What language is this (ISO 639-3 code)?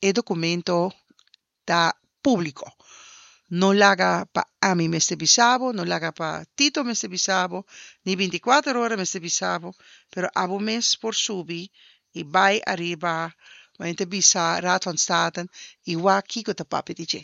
pap